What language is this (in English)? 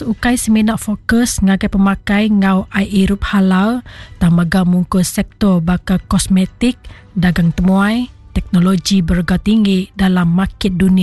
Iban